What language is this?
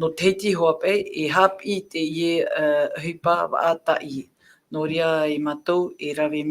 Tahitian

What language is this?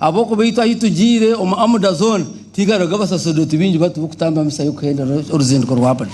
Nyankole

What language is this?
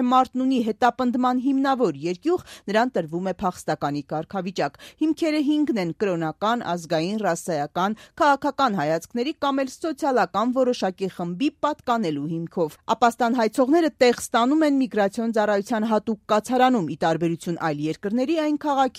Armenian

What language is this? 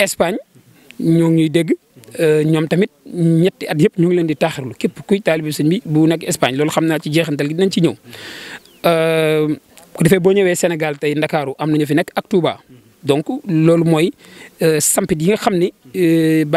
Wolof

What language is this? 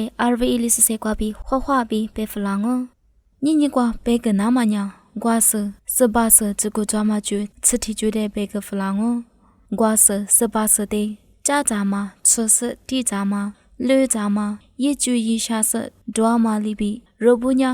Lisu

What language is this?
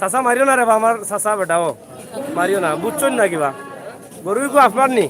Sylheti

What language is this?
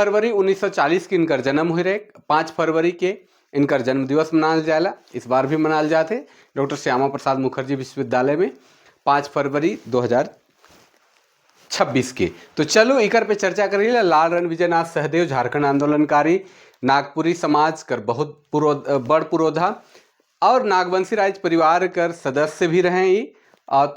Sadri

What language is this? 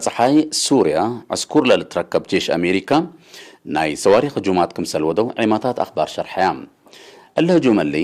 Tigre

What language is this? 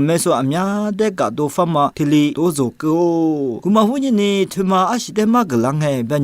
Lisu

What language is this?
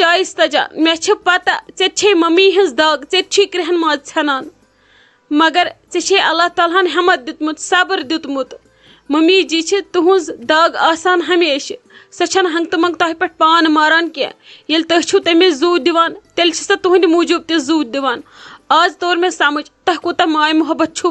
Kashmiri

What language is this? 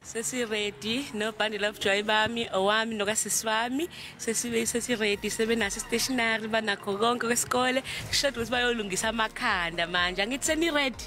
Zulu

